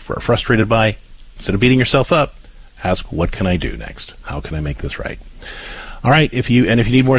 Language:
English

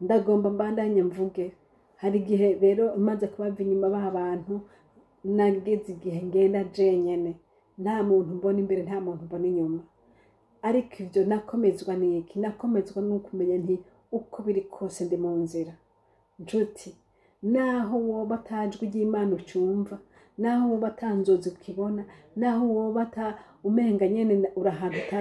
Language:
Rundi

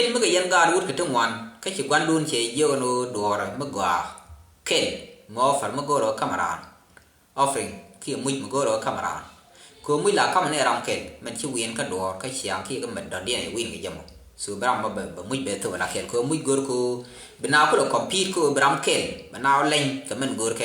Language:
Nuer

